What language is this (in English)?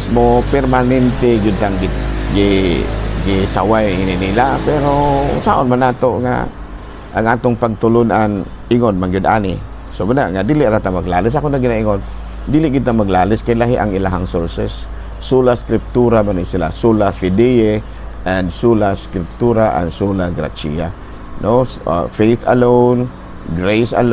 Cebuano